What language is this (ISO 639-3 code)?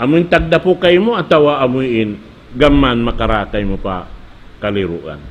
tsg